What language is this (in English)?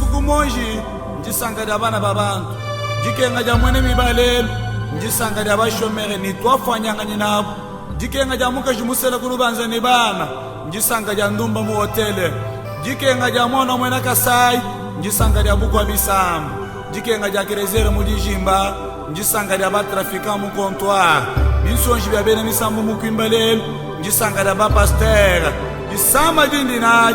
Luba-Lulua